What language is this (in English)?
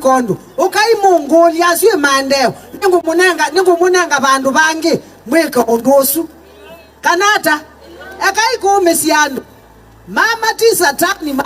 Swahili